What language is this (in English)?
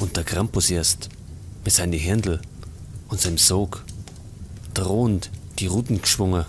Bavarian